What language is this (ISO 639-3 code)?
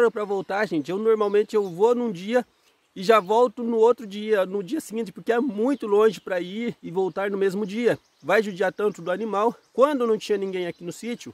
por